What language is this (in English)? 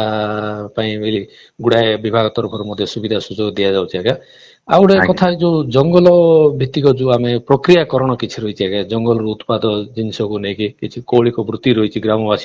Odia